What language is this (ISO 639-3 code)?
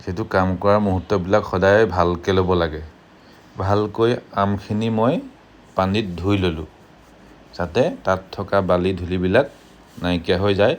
asm